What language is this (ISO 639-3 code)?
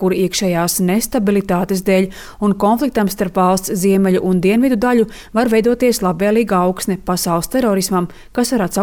lav